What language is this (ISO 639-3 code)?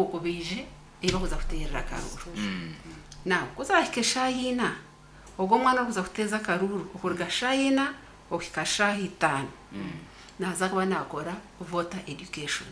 nyn